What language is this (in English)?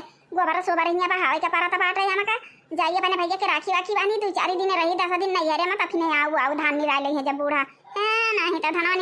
Awadhi